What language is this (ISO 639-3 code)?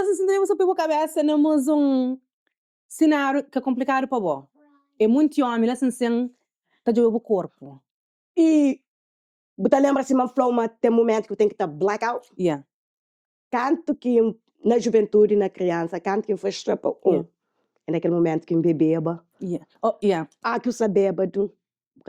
kea